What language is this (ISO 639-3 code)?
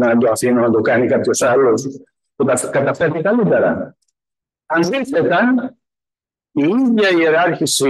ell